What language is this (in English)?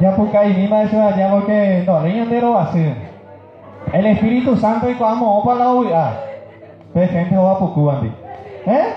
Guarani